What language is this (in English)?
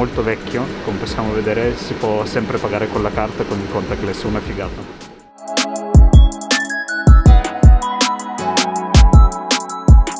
Italian